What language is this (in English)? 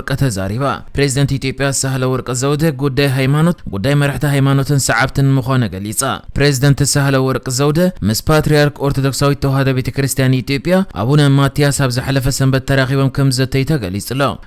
Tigrinya